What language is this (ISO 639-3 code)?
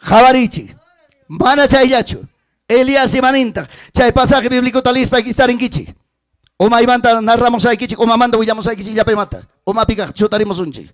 quy